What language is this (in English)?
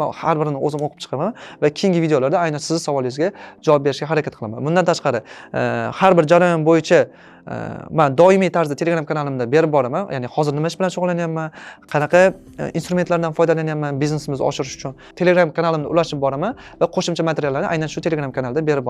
Uzbek